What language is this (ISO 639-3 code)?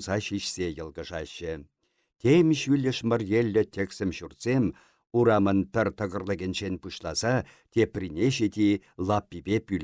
chv